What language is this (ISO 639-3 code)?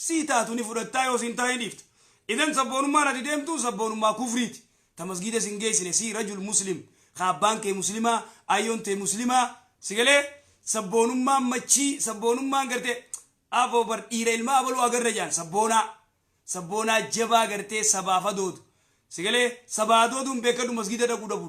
orm